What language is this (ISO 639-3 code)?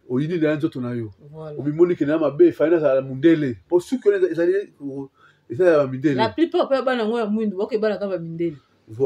lin